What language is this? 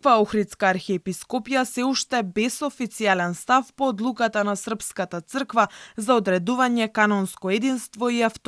Macedonian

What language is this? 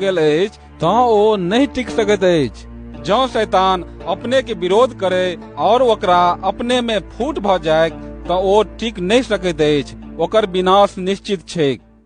Maithili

